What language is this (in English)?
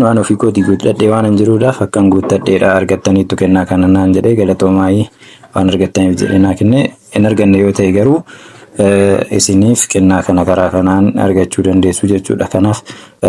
Oromo